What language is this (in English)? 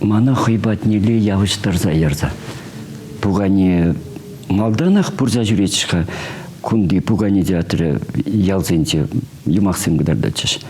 Chuvash